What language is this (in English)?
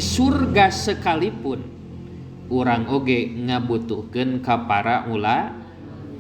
Sundanese